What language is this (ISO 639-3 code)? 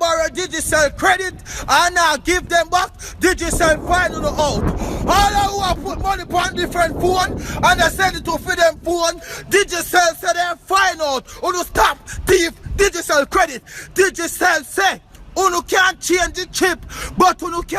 jam